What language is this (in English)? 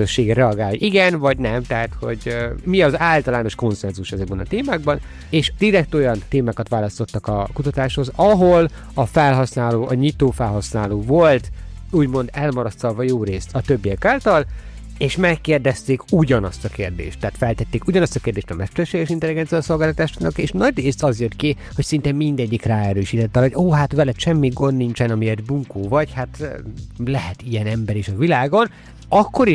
Hungarian